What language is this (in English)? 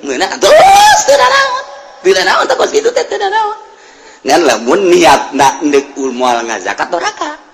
Sundanese